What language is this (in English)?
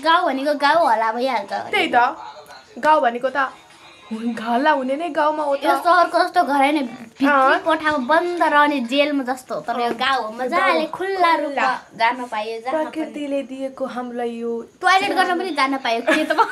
Nepali